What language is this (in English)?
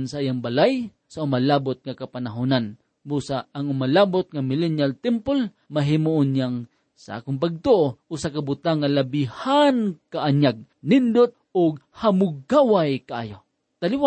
Cebuano